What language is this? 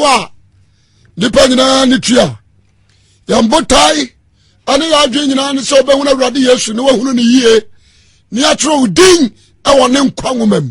Akan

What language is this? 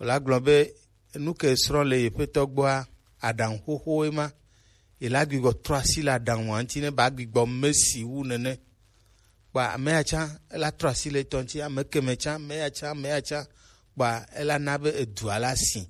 Gen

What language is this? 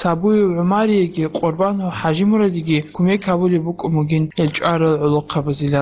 Avaric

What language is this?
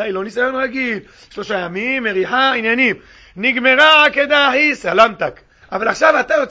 Hebrew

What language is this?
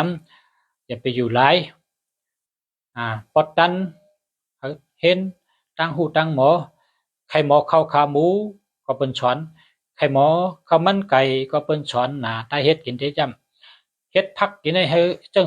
Shan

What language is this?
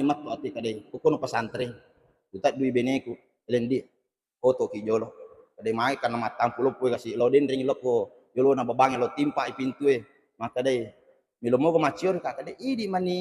Buginese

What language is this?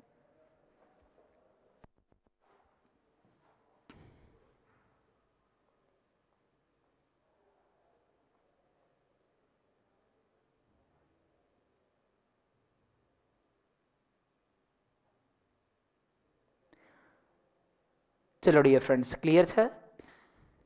Gujarati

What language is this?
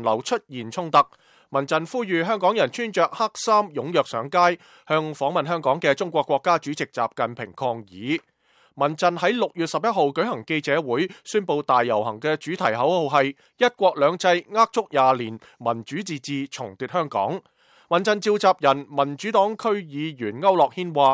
Cantonese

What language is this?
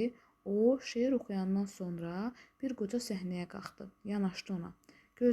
Azerbaijani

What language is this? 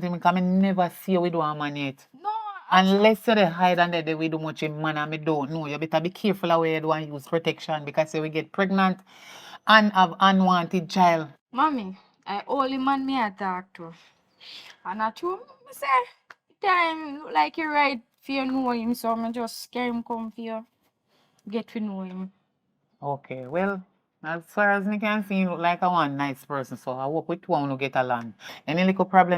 Jamaican Creole English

